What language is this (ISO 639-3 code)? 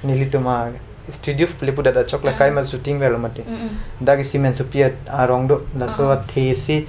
mjw